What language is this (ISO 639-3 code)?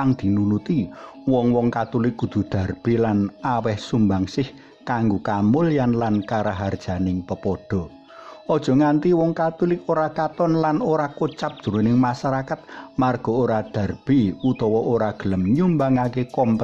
jav